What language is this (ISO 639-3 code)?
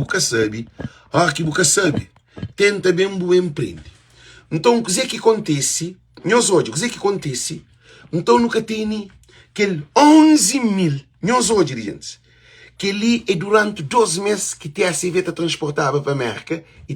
kea